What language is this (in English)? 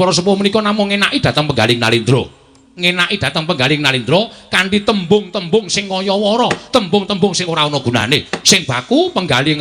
Javanese